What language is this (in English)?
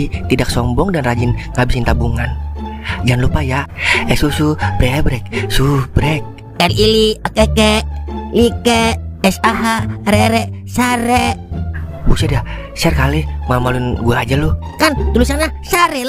Betawi